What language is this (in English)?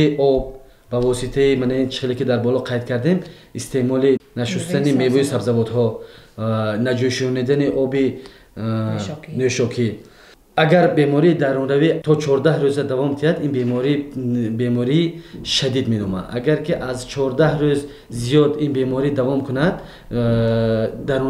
Tajik